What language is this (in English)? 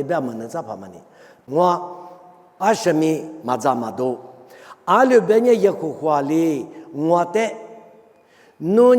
Lisu